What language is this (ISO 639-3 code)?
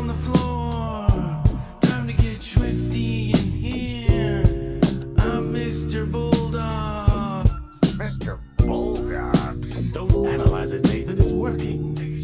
eng